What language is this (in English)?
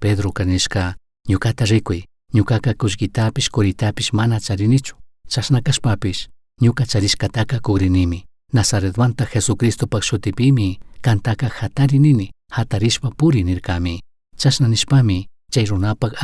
Chimborazo Highland Quichua